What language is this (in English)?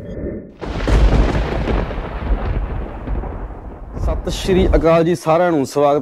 Punjabi